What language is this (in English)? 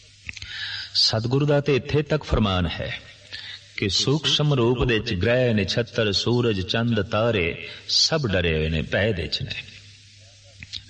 Punjabi